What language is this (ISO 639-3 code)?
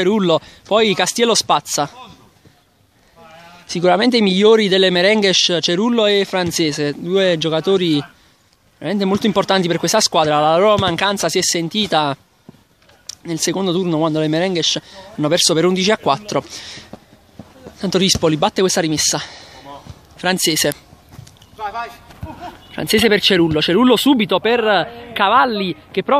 ita